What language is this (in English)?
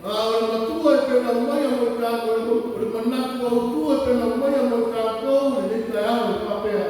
Samoan